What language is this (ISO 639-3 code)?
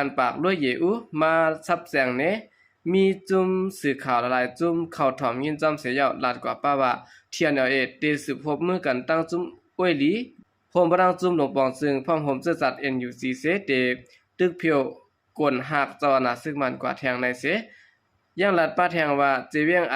shn